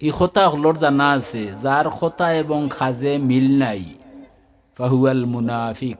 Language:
Sylheti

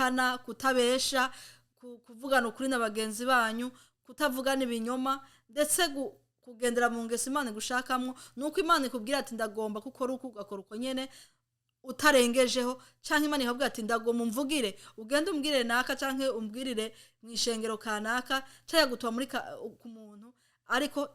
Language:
Rundi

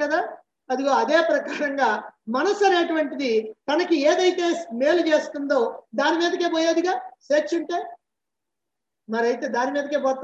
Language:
Telugu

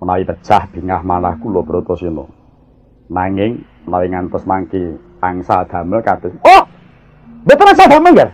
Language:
Javanese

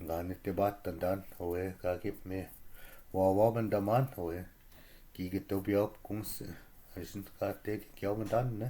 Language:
Chippewa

